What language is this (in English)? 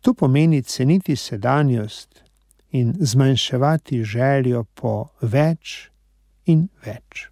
Slovenian